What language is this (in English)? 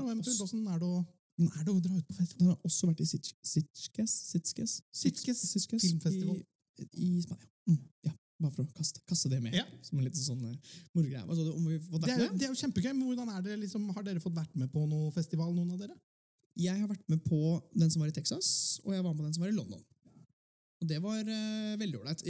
Norwegian